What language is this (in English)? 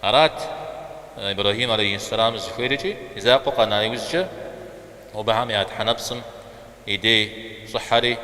Kabardian